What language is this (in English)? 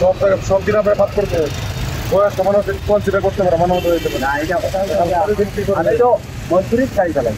Sylheti